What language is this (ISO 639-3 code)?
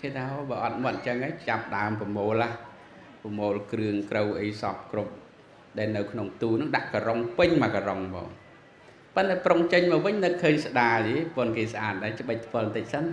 khm